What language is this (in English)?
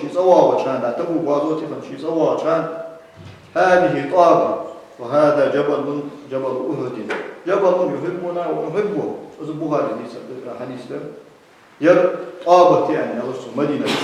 Ingush